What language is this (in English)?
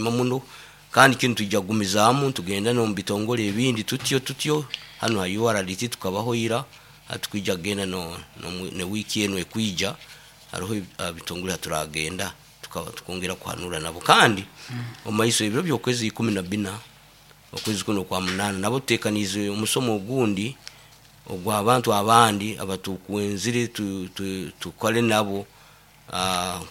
Nyoro